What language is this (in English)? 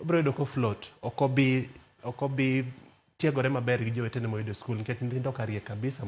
Luo (Kenya and Tanzania)